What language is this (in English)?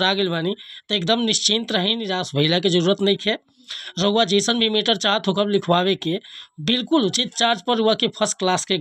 Bhojpuri